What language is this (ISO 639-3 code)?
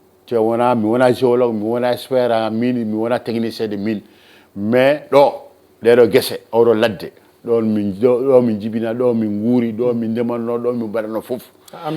ful